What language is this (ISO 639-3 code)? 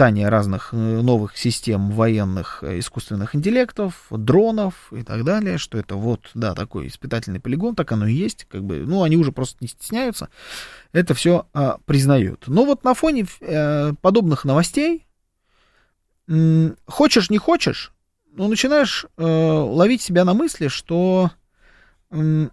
rus